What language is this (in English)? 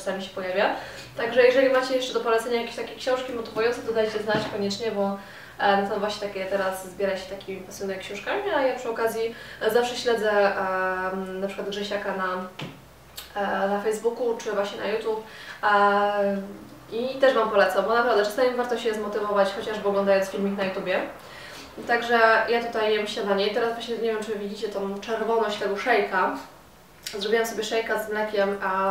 Polish